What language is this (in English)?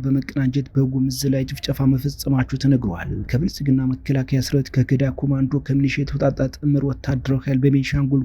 Amharic